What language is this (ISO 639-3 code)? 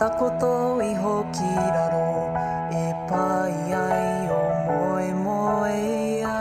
mri